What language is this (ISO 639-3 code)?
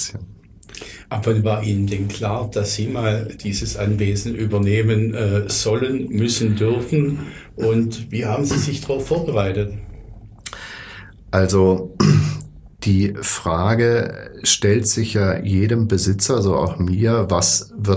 deu